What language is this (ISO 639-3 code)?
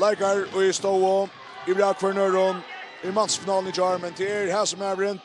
fao